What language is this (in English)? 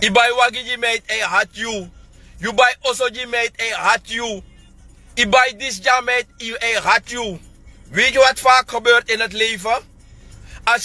Sranan Tongo